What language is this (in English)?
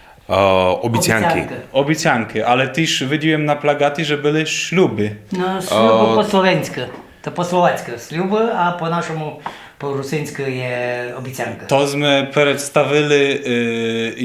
Rusyn